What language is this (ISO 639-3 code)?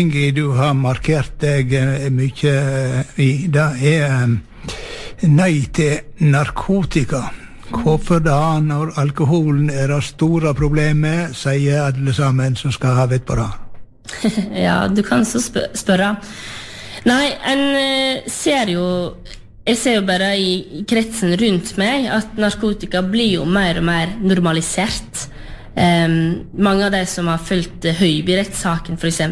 nor